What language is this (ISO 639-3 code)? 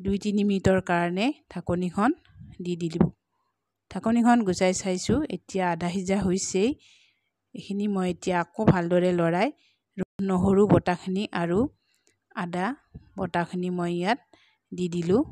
asm